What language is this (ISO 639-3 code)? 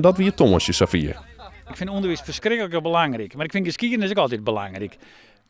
fry